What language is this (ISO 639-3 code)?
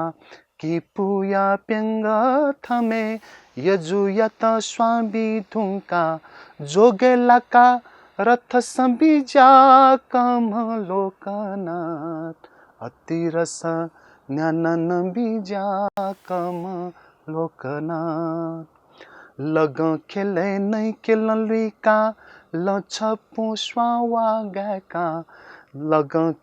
new